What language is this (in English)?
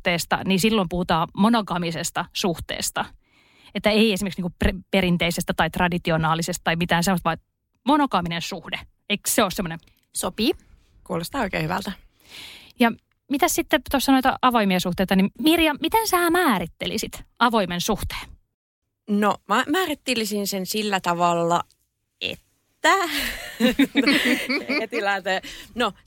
Finnish